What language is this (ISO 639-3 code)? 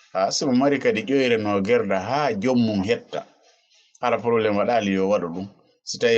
ful